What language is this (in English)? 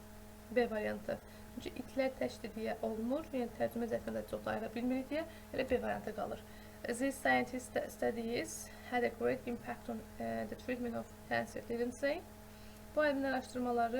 Azerbaijani